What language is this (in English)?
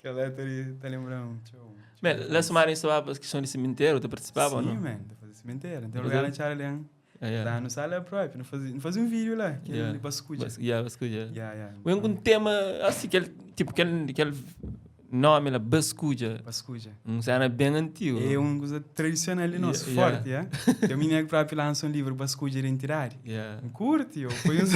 Kabuverdianu